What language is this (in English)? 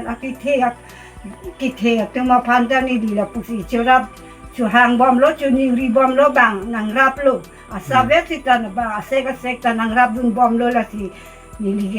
Karbi